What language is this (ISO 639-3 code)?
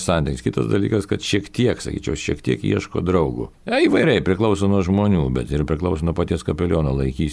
lit